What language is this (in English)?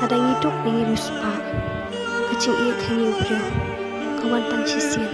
Khasi